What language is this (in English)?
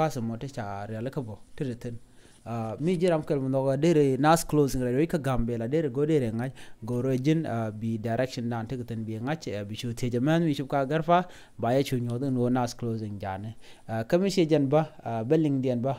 Nuer